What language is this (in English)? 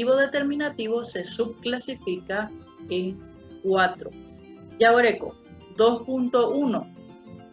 Guarani